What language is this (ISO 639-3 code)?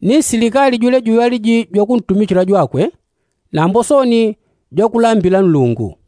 yao